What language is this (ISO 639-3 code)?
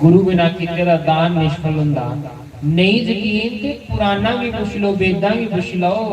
doi